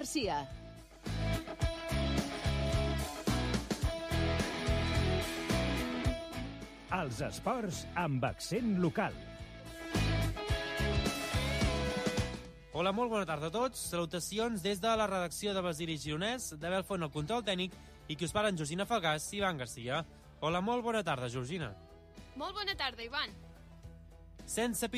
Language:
Catalan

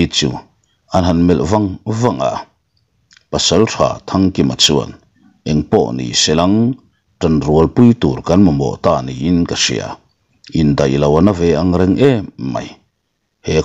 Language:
Mizo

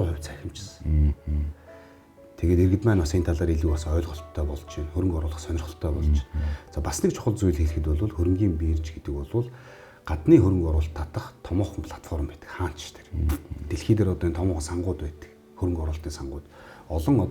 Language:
Mongolian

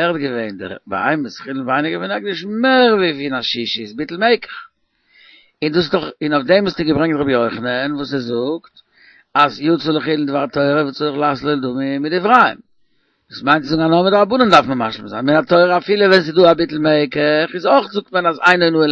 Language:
Yiddish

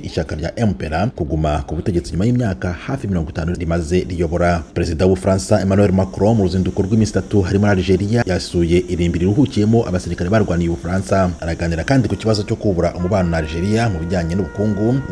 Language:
Kinyarwanda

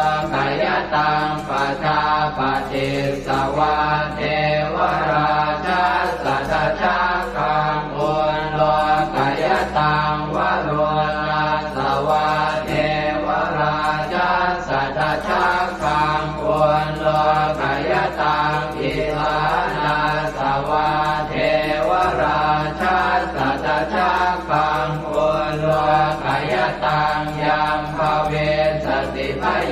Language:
Pali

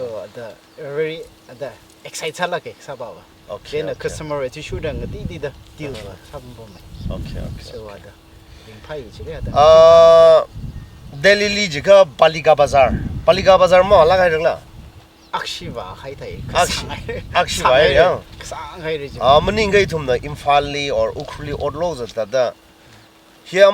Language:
Tangkhul Naga (India)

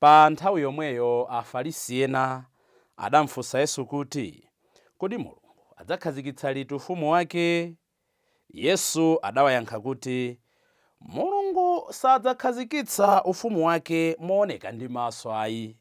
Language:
Nyanja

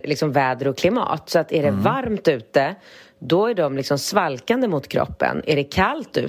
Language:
Swedish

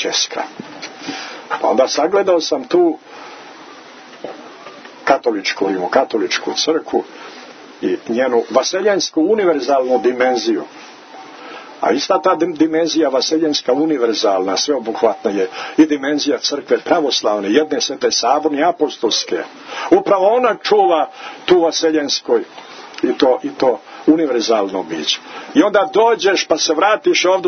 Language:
Serbian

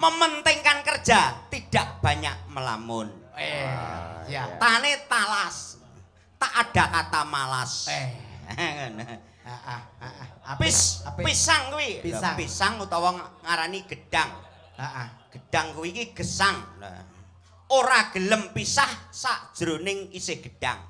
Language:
Javanese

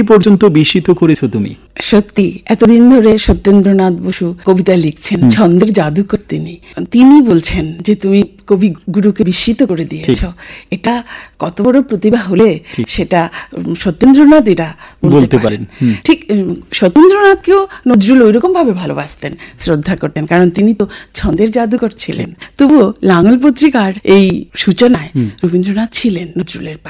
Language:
Bangla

